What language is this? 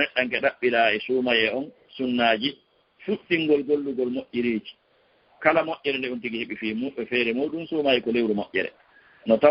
Fula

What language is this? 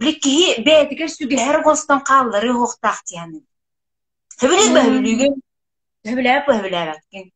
Yakut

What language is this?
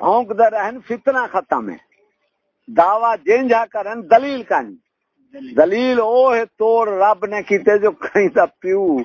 Saraiki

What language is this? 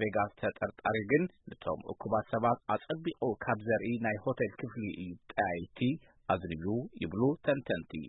Tigrinya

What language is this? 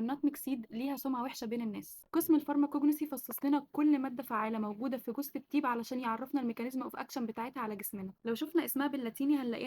Egyptian Arabic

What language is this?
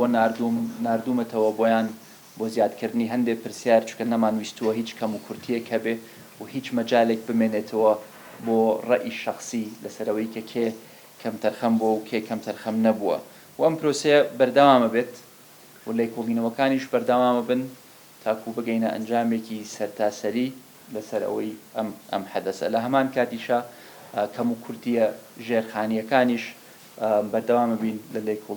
Central Kurdish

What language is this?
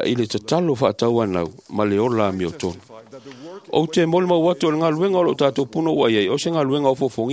Samoan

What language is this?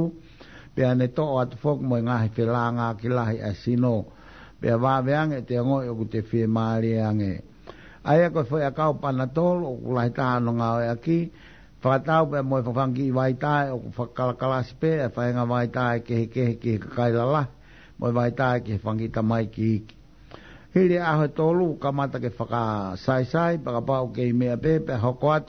Tongan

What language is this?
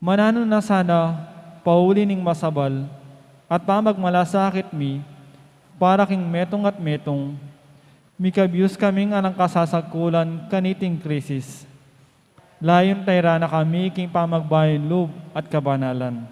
Pampanga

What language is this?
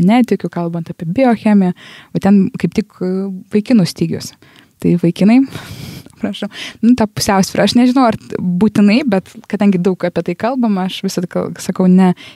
Lithuanian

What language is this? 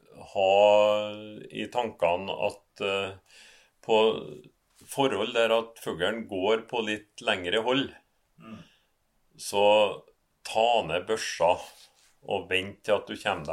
Norwegian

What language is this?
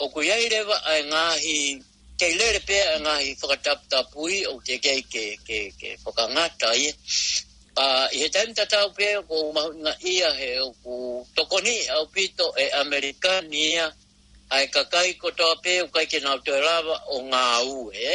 Tongan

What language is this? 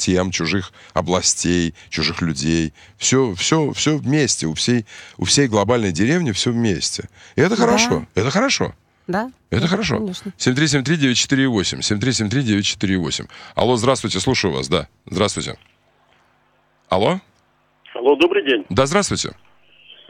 Russian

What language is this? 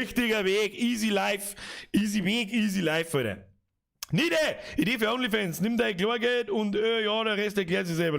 Bavarian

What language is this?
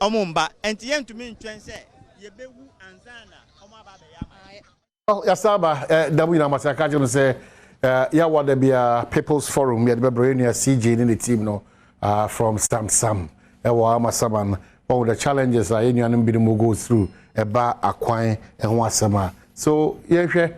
Akan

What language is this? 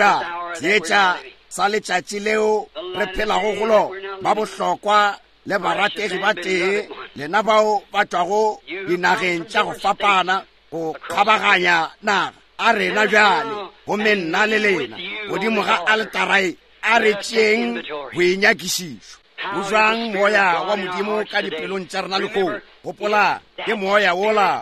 Northern Sotho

